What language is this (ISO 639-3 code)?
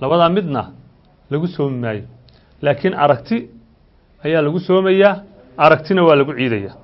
som